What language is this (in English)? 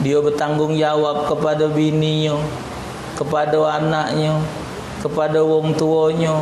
Musi